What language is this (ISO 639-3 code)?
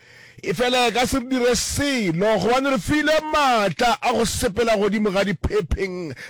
nso